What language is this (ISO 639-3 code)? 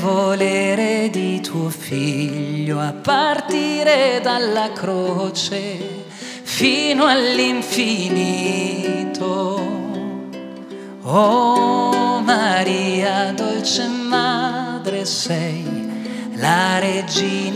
ita